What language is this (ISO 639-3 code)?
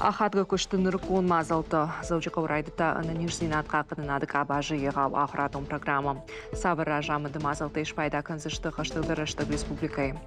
oss